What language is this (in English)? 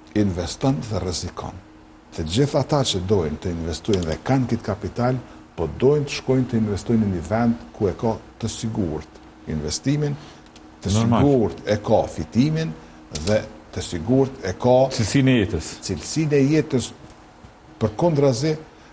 Albanian